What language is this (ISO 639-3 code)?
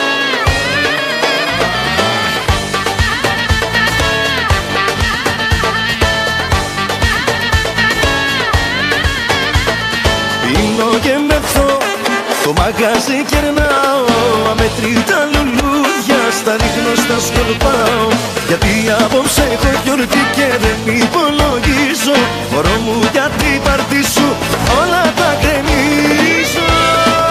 ell